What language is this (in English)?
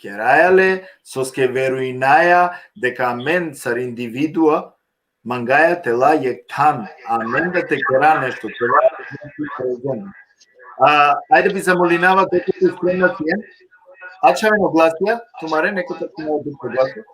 Balkan Romani